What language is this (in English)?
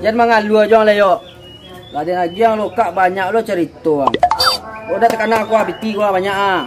Minangkabau